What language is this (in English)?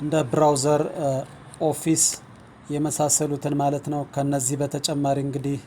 Amharic